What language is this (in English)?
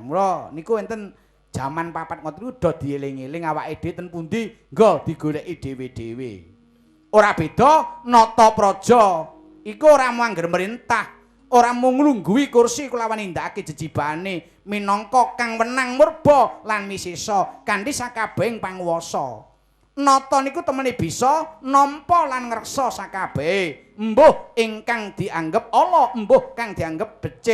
Javanese